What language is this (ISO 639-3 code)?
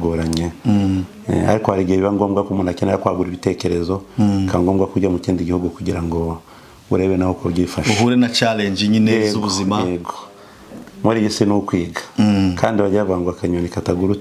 kin